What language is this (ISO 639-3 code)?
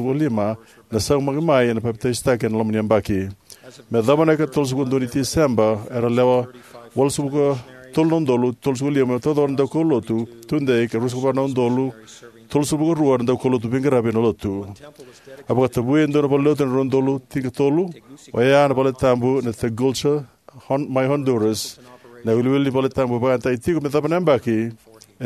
fij